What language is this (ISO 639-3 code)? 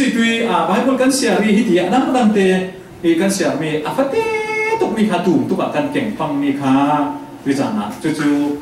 cfm